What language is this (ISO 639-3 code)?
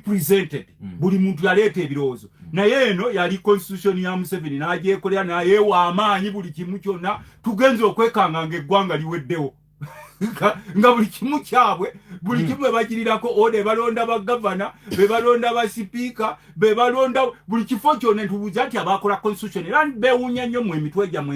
lug